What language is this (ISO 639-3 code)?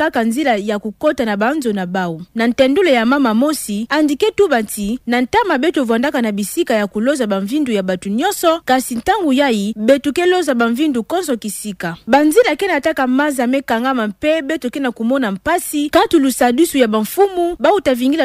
ktu